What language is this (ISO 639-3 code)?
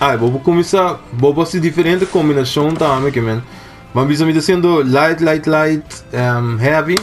pap